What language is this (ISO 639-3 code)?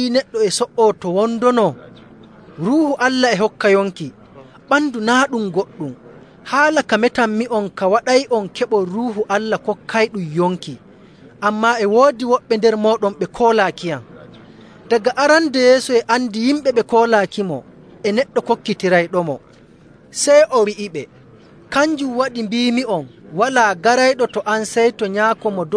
fuv